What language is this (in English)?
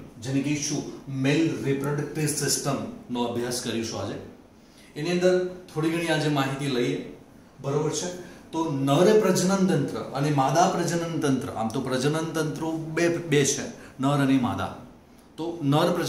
Gujarati